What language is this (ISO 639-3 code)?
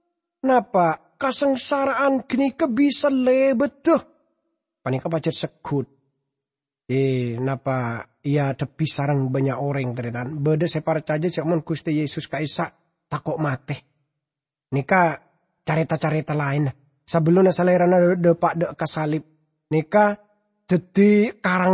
mad